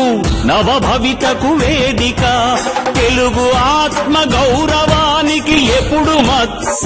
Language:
Telugu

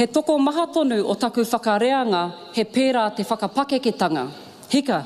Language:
Māori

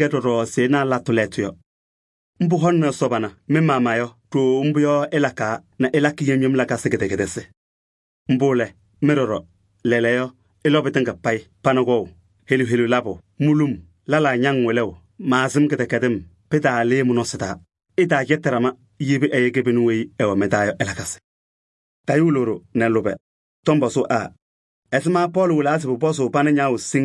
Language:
Kabiyè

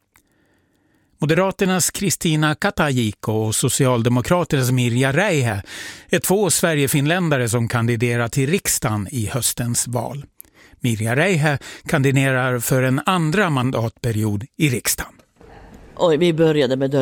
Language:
Swedish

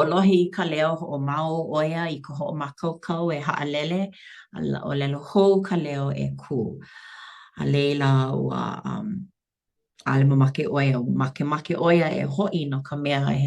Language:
Hawaiian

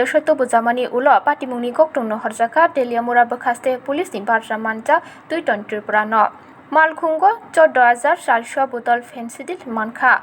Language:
Kok Borok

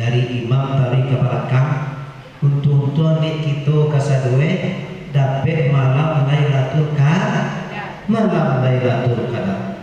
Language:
Minangkabau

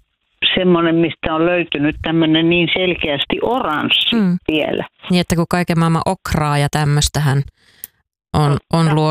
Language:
Finnish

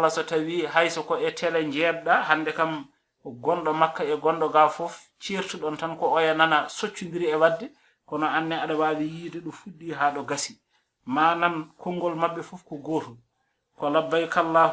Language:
Fula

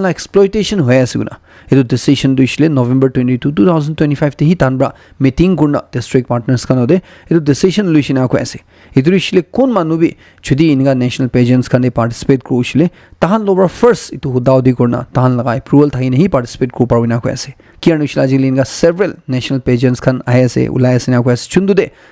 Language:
Naga Pidgin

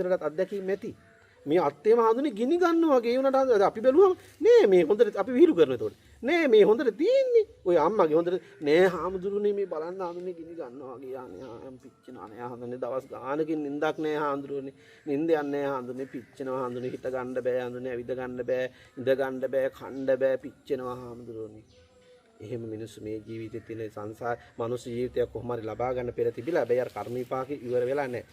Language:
Sinhala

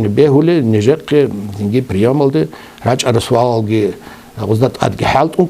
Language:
Avaric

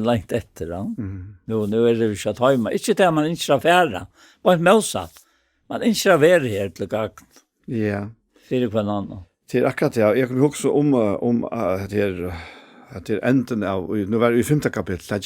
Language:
Faroese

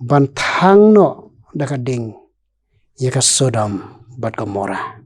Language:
Khasi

